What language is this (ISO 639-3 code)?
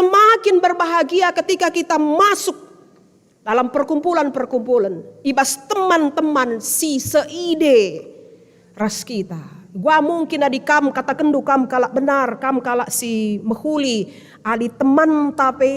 btx